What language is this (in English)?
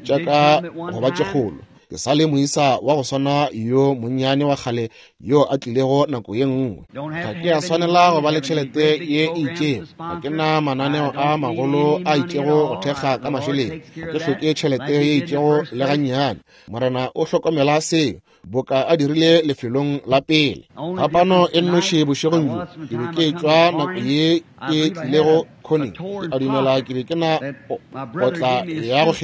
Northern Sotho